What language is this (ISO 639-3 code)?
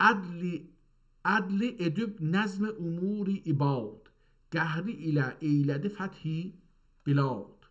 azb